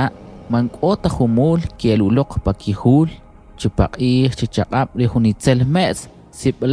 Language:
Kʼicheʼ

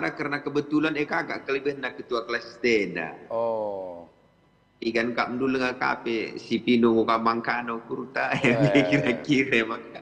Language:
Batak Karo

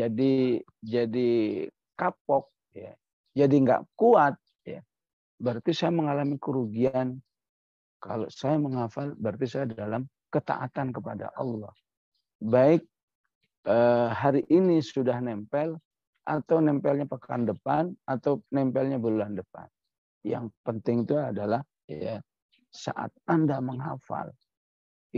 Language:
Indonesian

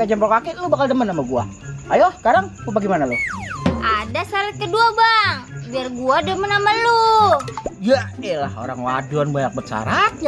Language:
Betawi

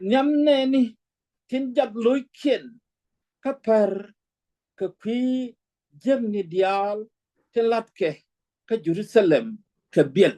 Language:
Nuer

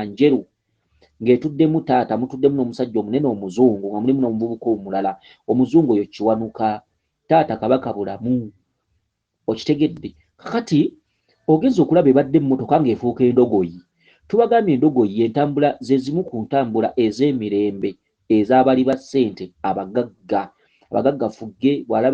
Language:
Ganda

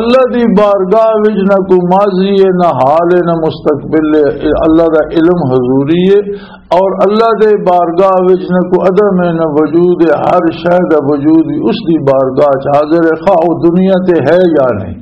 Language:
Western Panjabi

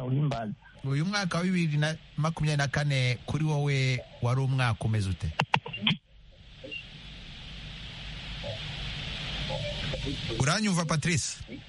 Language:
Kinyarwanda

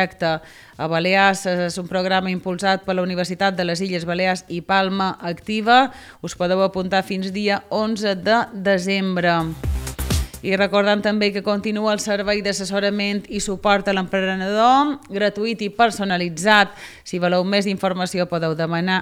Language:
Catalan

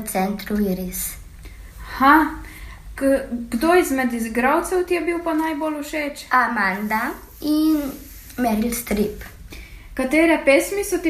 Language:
Slovenian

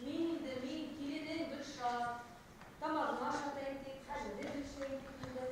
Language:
Bashkir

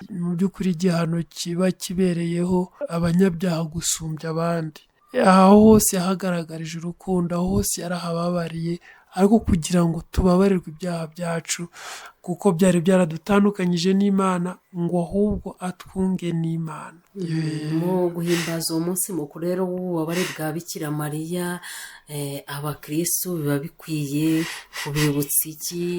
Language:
Kinyarwanda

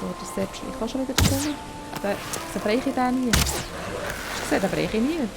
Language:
Swiss German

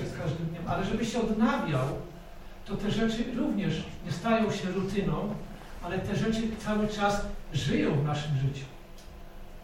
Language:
Polish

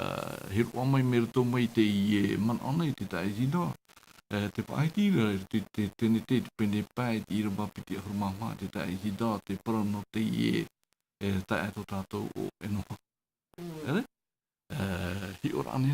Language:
Tahitian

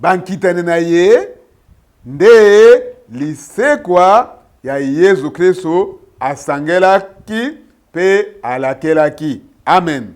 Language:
Lingala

